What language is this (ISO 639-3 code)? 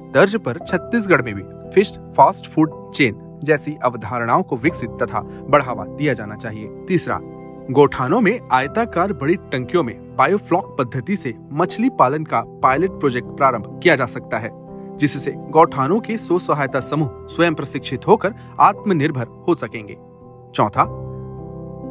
hin